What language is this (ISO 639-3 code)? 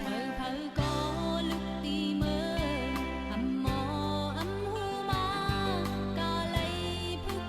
shn